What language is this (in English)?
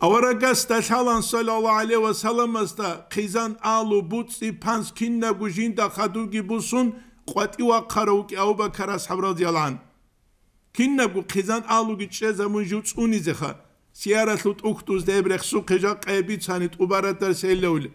Avaric